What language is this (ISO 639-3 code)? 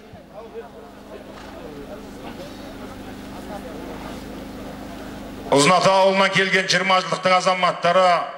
kaz